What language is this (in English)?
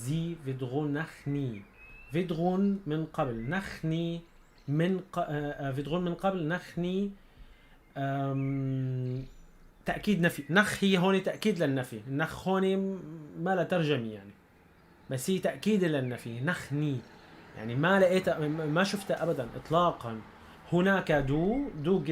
North Levantine Arabic